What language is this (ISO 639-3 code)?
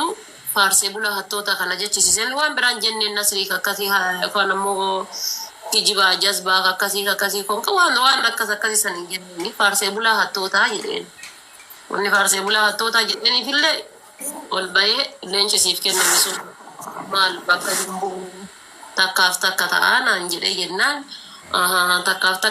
orm